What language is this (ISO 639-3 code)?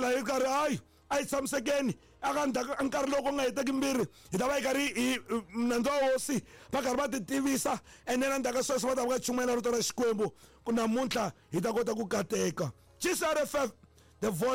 tso